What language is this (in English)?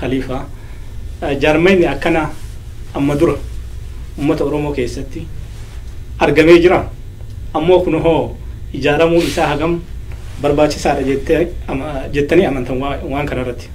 Oromo